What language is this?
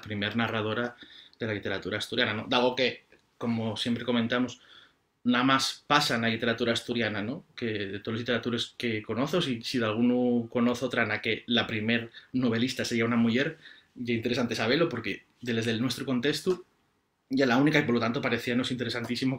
Asturian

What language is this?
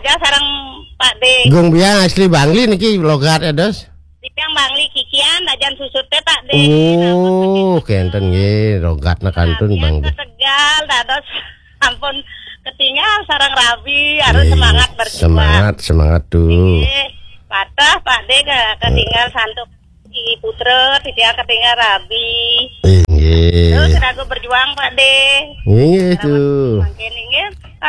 Balinese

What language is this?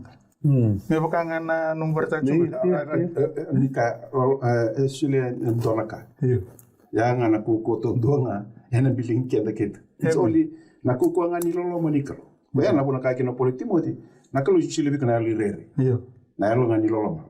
Fijian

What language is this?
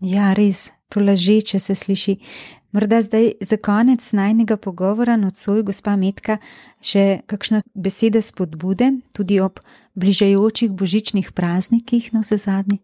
Slovenian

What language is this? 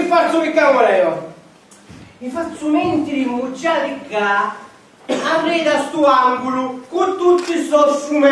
Sicilian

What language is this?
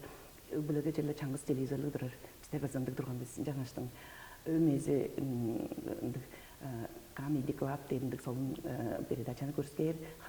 Tuvinian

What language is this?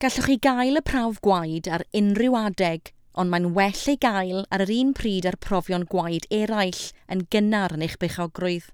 Welsh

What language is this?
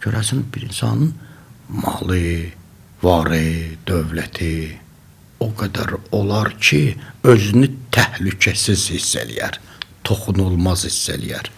Azerbaijani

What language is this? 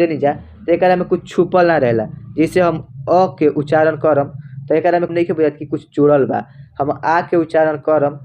Bhojpuri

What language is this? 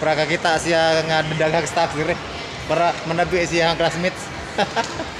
Cebuano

